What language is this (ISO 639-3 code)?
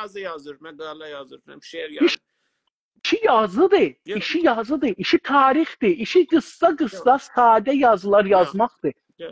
azb